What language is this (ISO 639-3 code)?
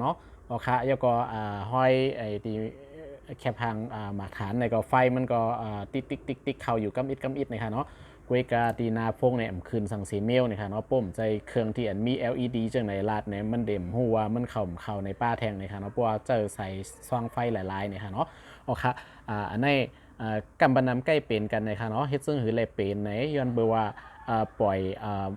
shn